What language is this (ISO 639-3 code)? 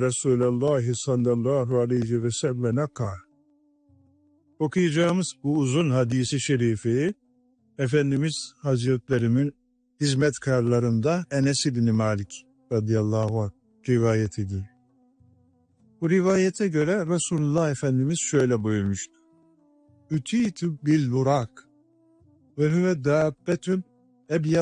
tur